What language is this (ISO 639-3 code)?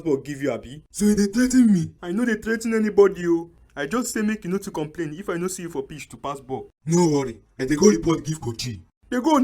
pcm